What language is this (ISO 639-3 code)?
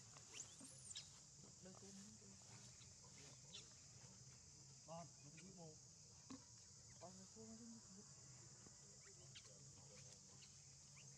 vie